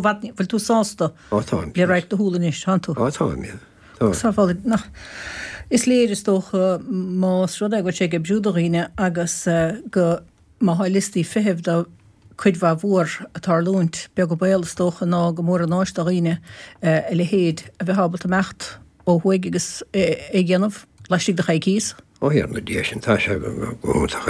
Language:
Irish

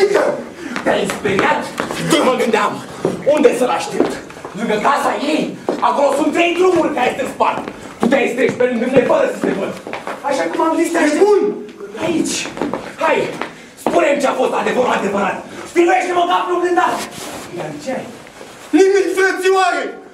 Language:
Romanian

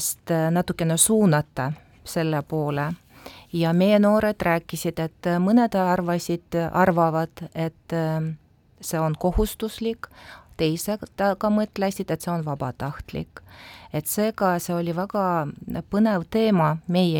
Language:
Estonian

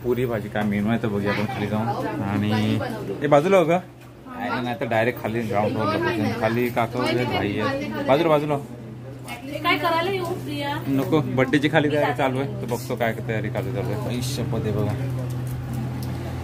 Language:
Marathi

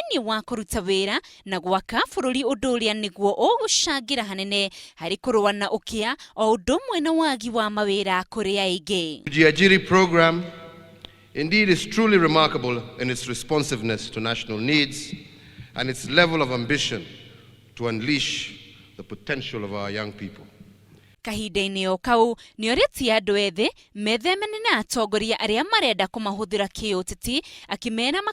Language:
Kikuyu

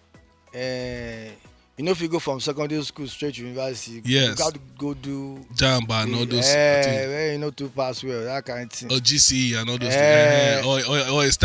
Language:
Nigerian Pidgin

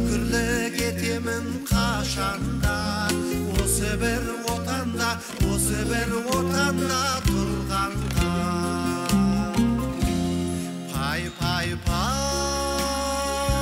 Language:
Kazakh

